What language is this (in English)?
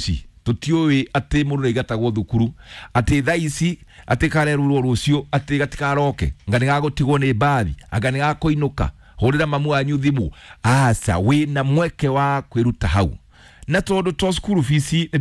Kikuyu